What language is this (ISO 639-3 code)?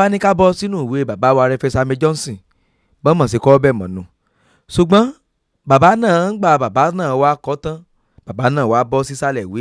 yor